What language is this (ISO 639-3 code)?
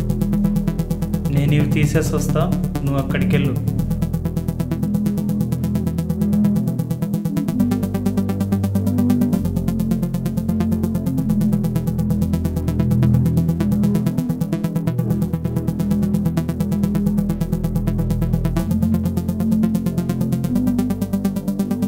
tel